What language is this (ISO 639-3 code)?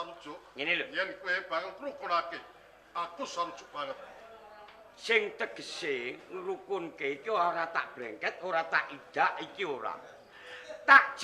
jav